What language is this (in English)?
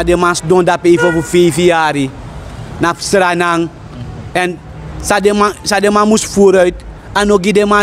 Sranan Tongo